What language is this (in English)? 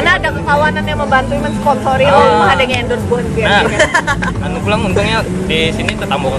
Banjar